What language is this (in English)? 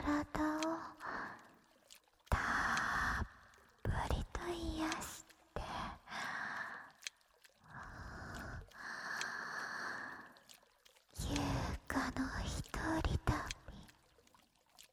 Japanese